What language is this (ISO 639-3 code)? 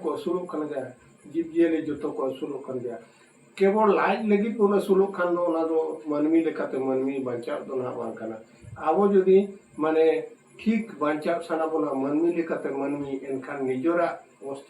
sat